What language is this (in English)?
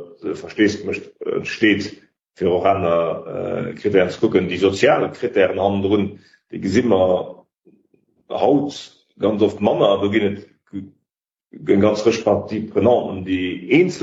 Luxembourgish